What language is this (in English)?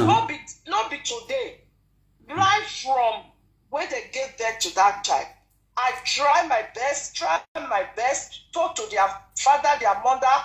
Nigerian Pidgin